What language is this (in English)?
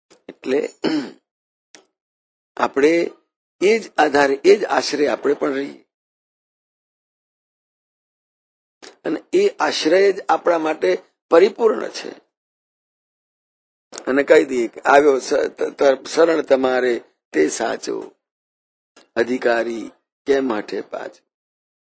Gujarati